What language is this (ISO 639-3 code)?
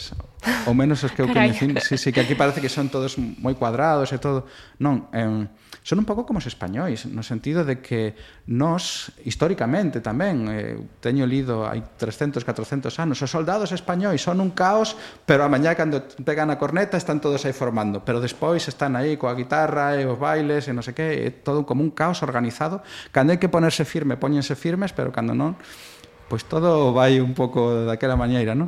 glg